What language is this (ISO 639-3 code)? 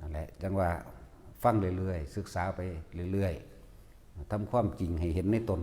tts